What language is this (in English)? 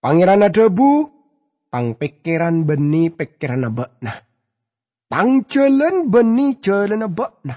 Madurese